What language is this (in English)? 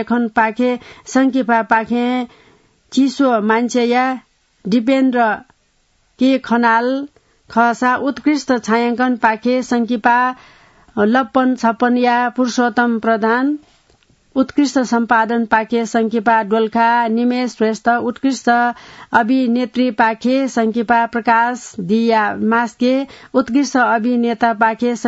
Newari